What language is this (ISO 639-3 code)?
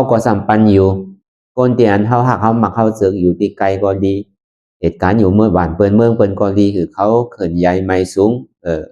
shn